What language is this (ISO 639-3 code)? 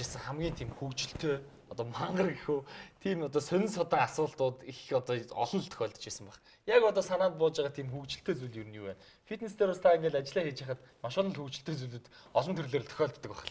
mon